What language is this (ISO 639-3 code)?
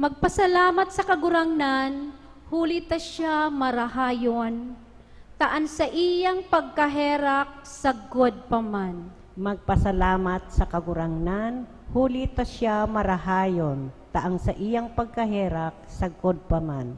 bik